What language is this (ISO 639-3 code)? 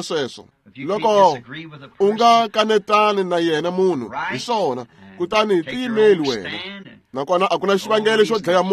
tso